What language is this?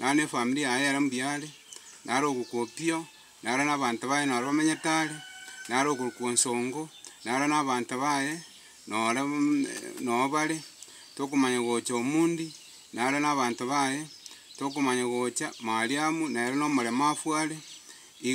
Gusii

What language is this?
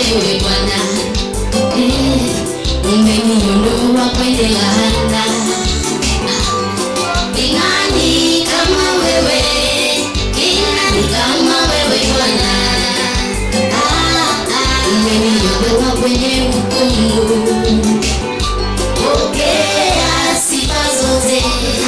Swahili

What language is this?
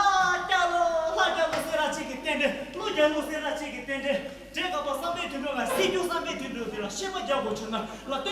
Tibetan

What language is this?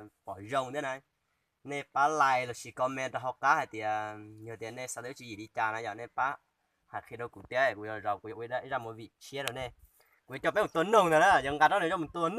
Hmong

